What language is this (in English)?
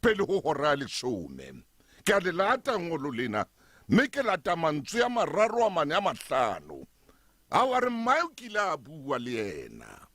Southern Sotho